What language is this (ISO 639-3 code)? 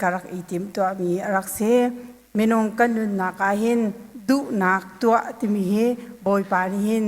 cnh